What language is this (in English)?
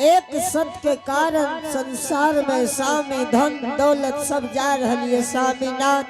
Angika